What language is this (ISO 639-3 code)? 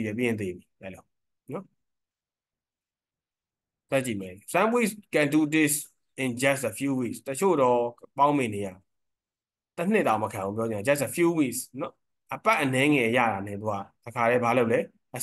mya